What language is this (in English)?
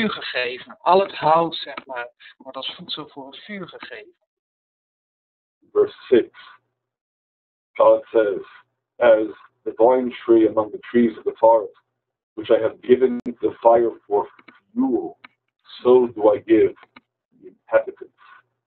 Dutch